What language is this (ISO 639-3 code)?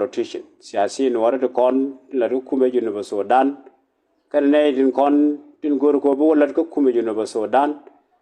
nus